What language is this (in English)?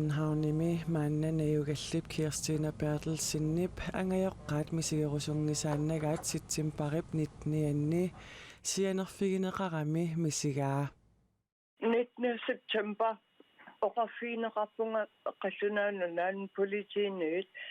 Kalaallisut